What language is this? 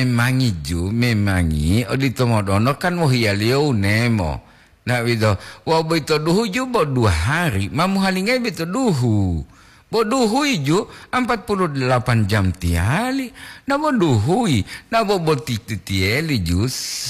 Gorontalo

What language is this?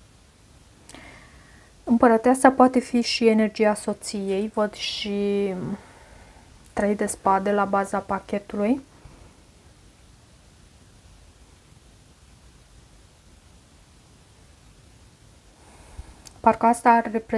Romanian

